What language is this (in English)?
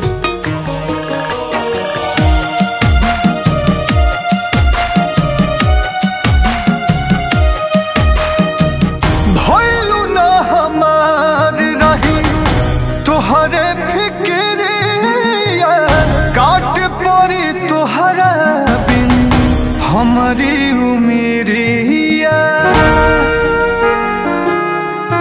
Bhojpuri